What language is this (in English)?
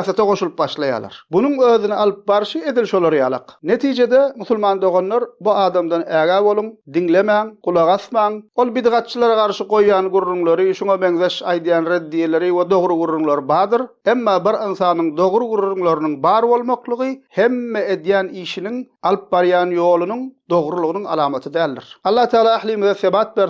Turkmen